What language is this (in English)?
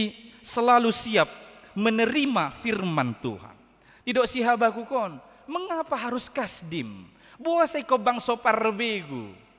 Batak Toba